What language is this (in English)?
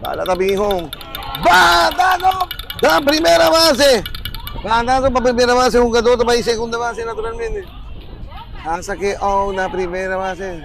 Papiamento